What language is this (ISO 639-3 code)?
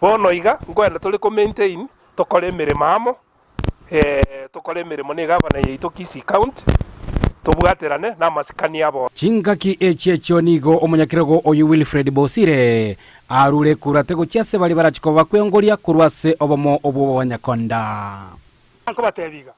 guz